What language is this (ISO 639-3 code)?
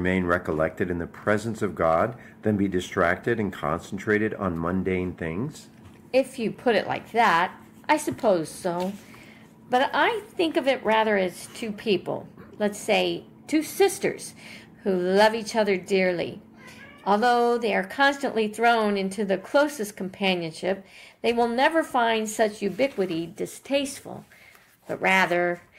eng